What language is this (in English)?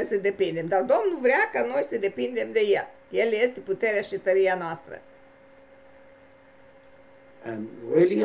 Romanian